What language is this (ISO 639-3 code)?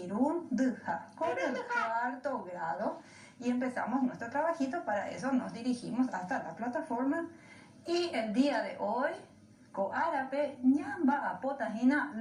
grn